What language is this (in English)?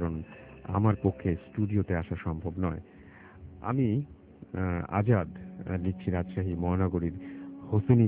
Bangla